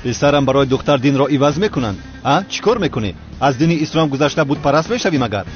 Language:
Tajik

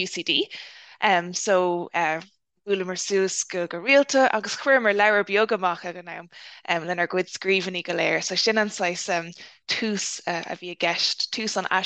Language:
Irish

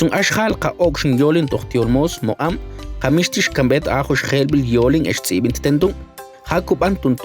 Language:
Mam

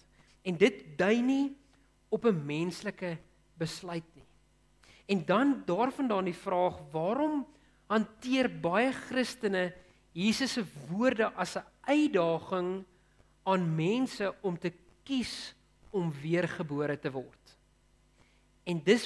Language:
Afrikaans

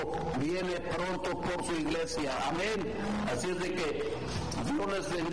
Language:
Spanish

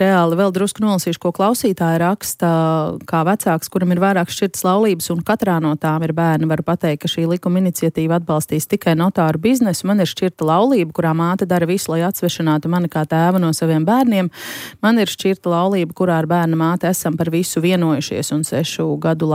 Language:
Latvian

